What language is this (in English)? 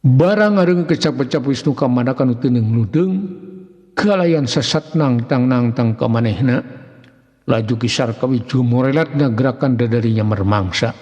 Sundanese